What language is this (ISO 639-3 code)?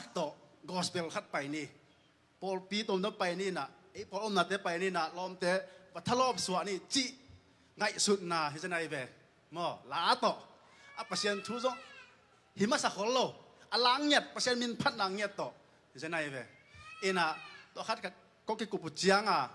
ctd